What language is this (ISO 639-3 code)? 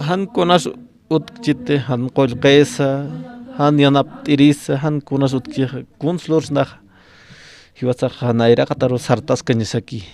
aym